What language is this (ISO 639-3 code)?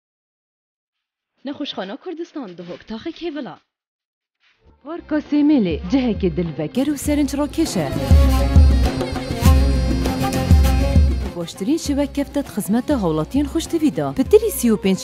kur